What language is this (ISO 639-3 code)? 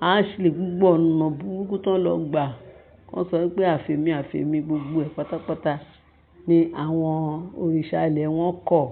yor